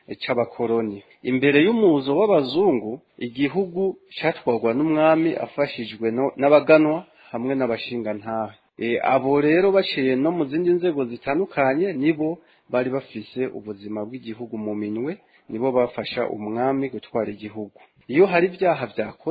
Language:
Rundi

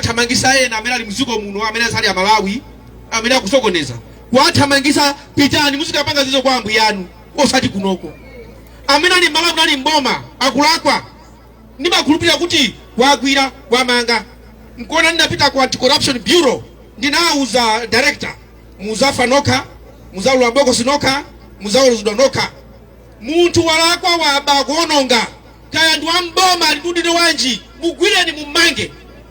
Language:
Nyanja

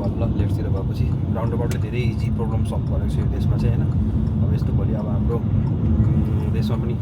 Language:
Nepali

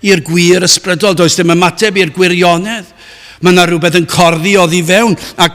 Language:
Welsh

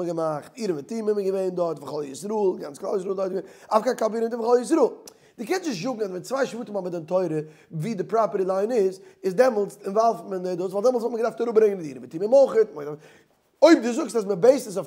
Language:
Yiddish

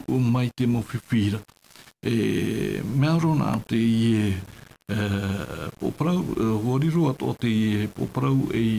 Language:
Tahitian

